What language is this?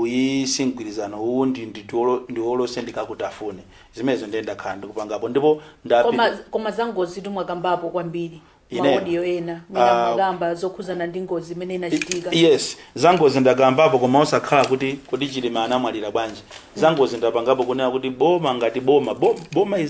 Nyanja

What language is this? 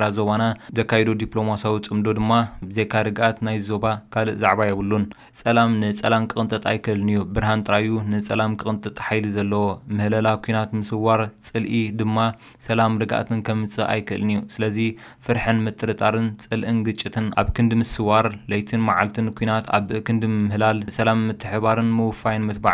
Tigrinya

